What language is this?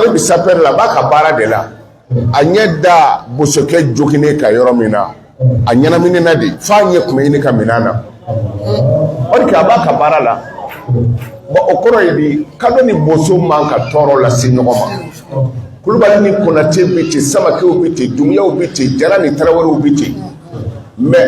Bambara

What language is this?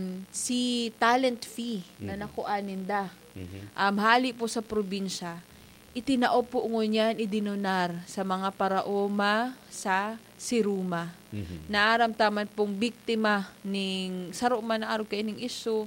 Bikol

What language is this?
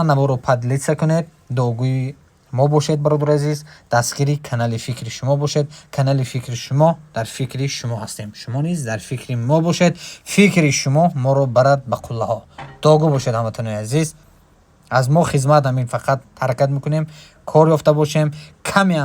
Tajik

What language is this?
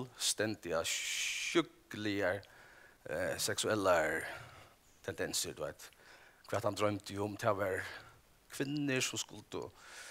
Faroese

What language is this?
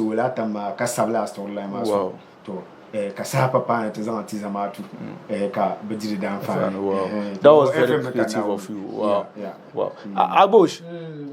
Dagbani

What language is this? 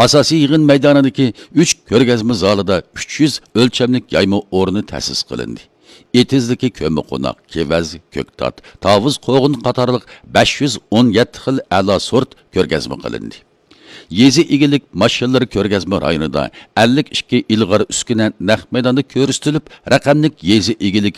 Uyghur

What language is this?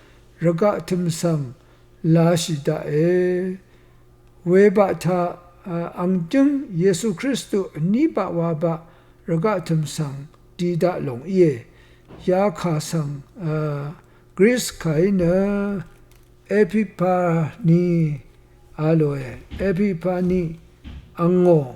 Rawang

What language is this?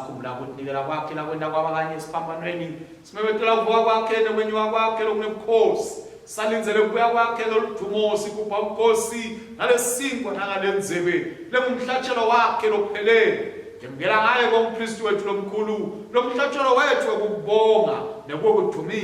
Swati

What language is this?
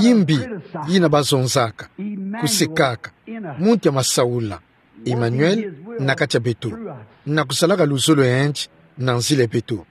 Kituba (Democratic Republic of Congo)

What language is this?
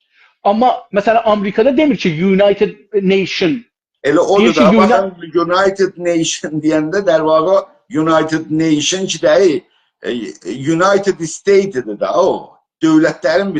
South Azerbaijani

